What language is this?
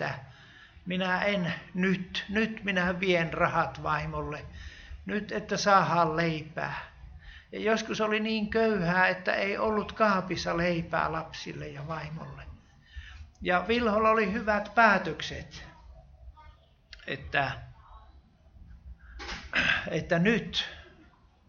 Finnish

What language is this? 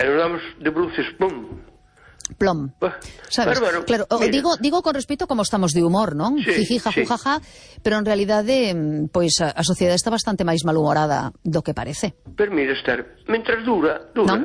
Galician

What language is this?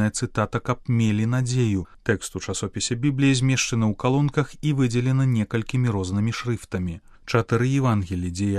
Belarusian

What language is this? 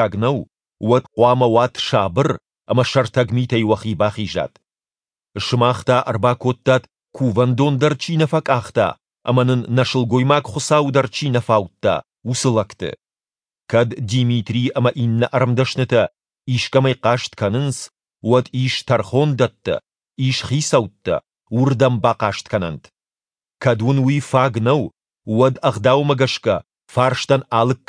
Ossetic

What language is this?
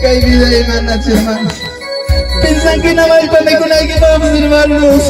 Ayacucho Quechua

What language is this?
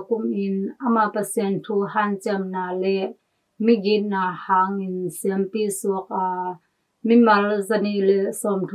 Tedim Chin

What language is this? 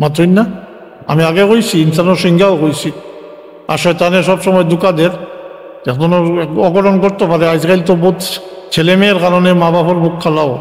Sylheti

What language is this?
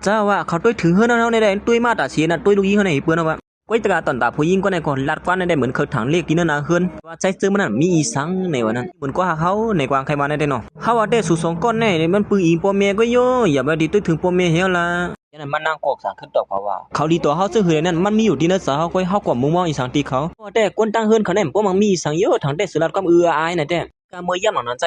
Shan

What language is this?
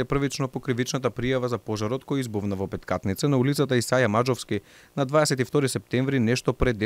Macedonian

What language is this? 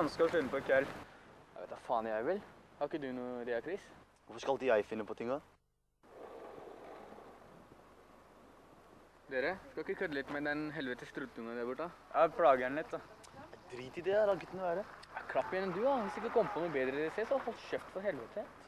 Norwegian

